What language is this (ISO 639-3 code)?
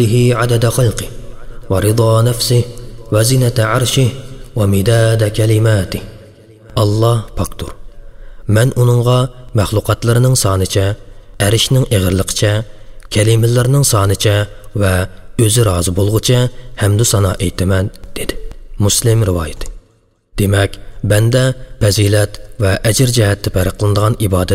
uig